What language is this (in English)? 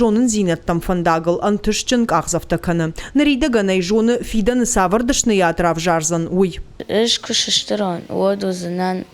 Ossetic